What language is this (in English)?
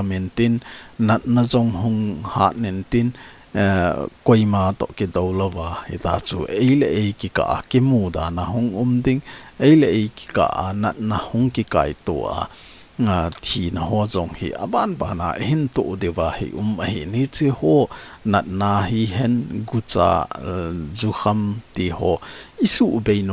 Thado Chin